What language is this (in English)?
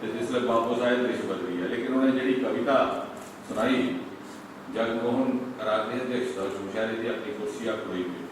Dogri